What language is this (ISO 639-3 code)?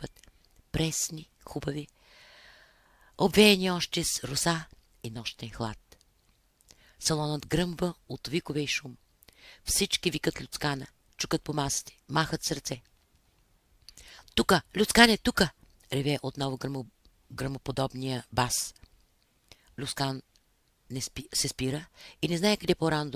bul